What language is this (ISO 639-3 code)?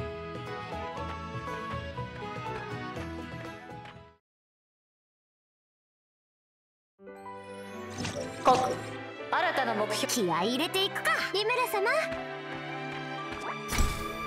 jpn